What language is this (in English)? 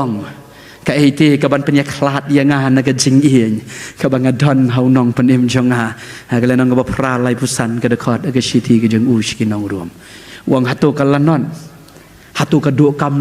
Khasi